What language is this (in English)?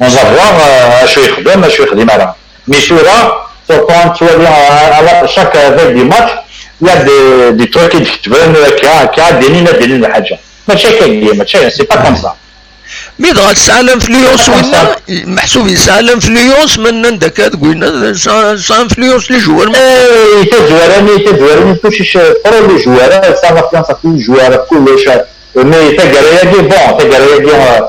Kabyle